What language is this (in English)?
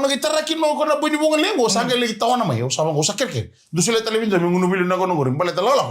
Fijian